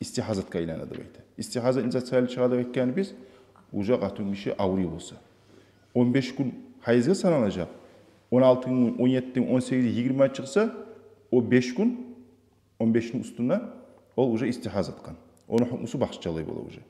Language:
Kumyk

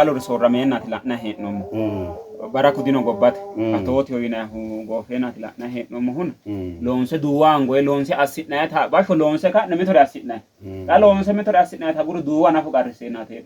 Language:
Sidamo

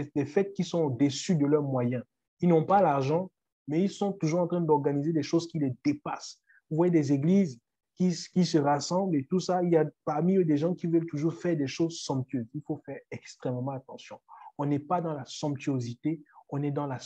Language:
French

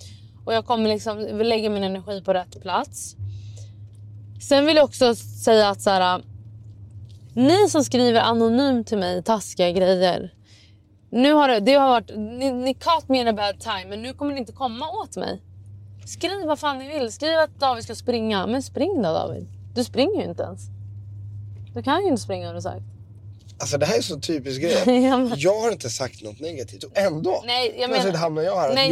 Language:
Swedish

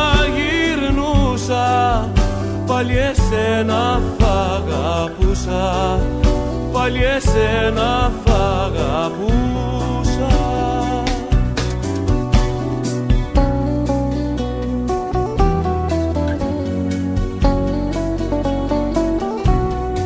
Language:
Greek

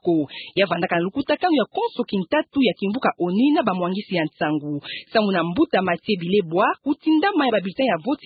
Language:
Kituba (Democratic Republic of Congo)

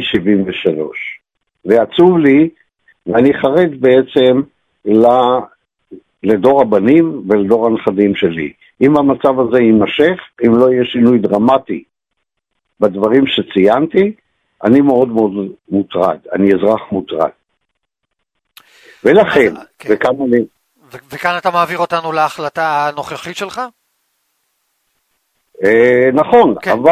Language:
Hebrew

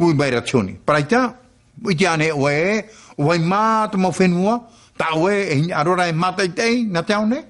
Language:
Tahitian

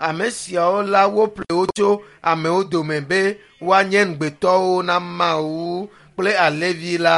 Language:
Ewe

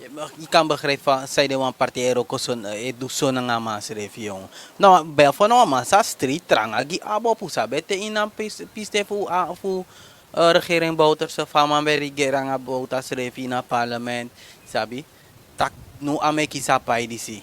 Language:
Sranan Tongo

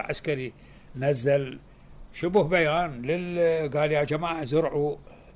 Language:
Mesopotamian Arabic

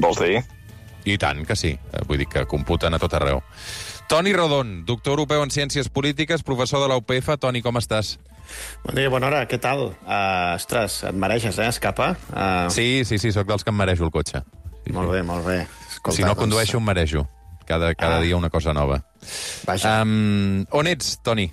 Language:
Catalan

